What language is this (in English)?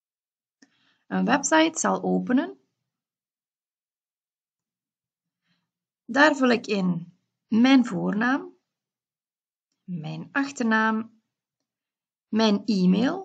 Dutch